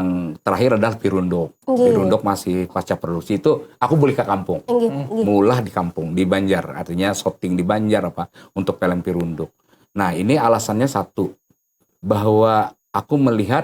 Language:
Banjar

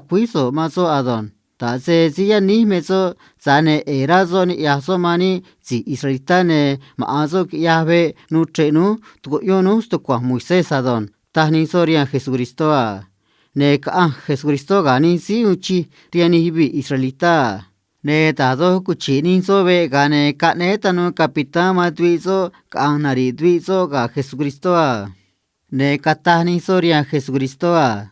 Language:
Copala Triqui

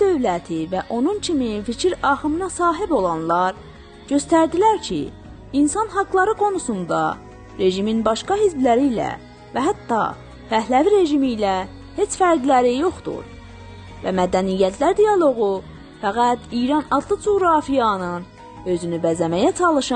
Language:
South Azerbaijani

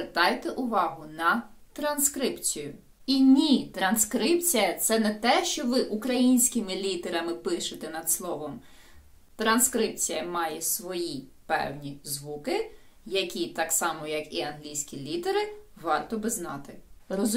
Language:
Ukrainian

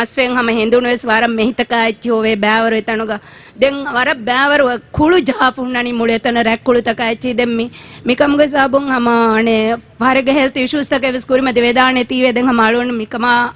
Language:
Divehi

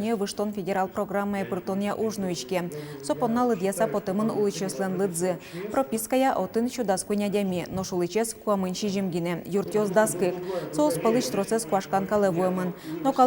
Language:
Udmurt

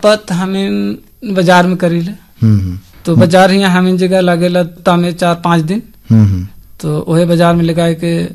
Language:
Bhojpuri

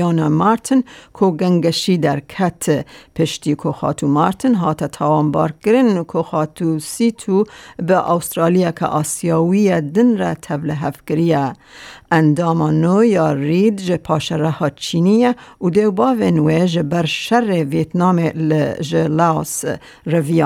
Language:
Kurdish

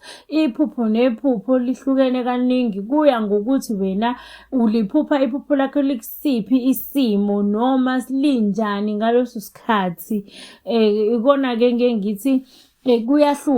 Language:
Zulu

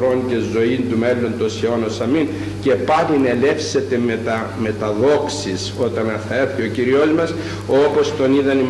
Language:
Greek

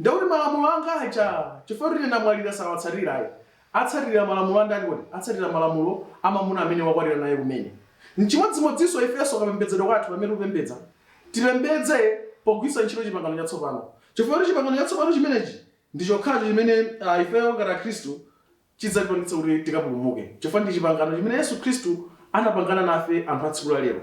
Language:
Nyanja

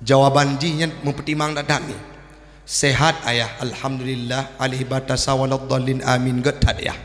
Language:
Achinese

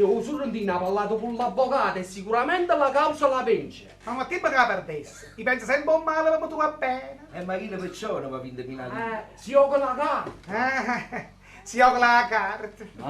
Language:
Neapolitan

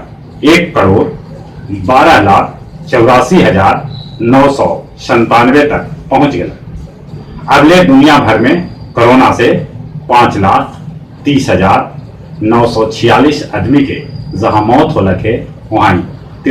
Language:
Magahi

